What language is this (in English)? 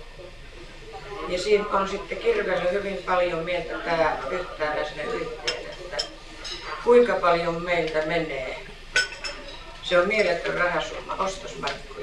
Finnish